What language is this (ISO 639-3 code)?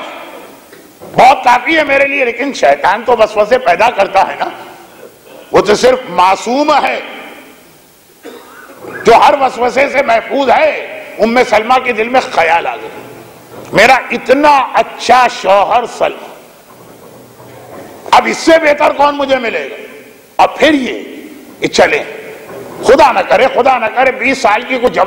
urd